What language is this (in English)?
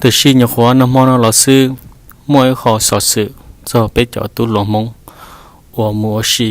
Hmong